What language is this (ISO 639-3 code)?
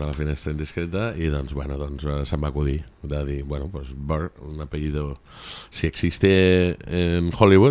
cat